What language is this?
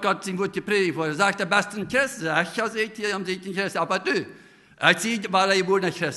Plautdietsch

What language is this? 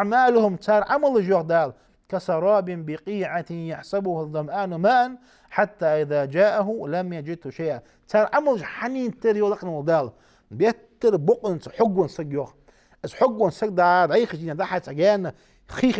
Ingush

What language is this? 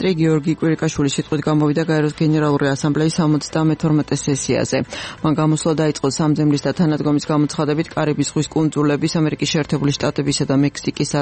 Georgian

